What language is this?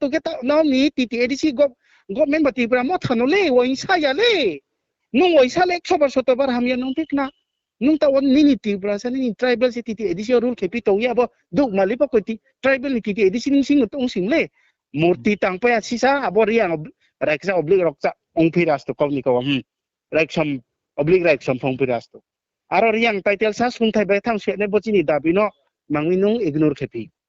Riang (India)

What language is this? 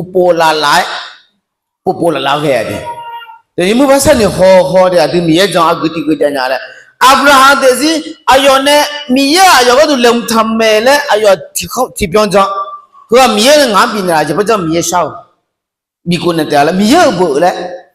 Akha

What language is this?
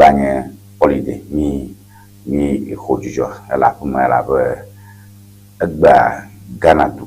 Ewe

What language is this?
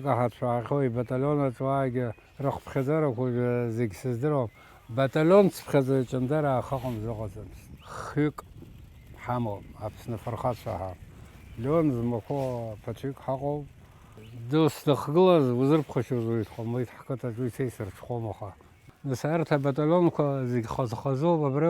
Abkhazian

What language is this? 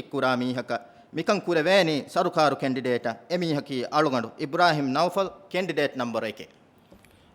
Divehi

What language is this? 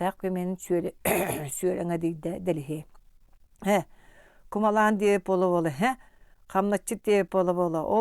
Yakut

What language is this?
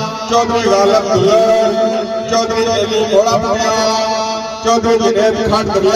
Pahari-Potwari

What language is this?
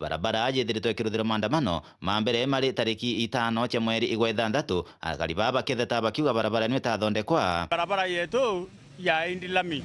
Meru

